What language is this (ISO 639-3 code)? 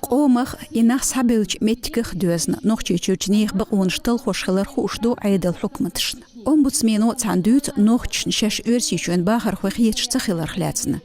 che